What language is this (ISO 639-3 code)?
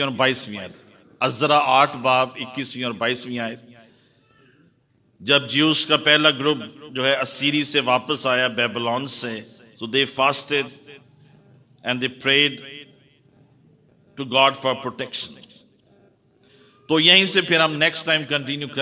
urd